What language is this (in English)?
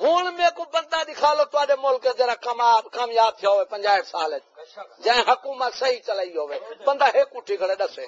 Saraiki